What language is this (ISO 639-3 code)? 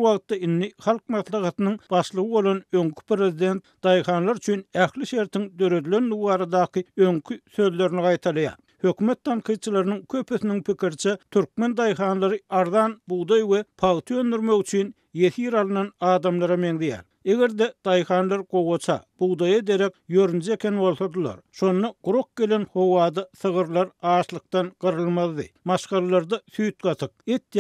tuk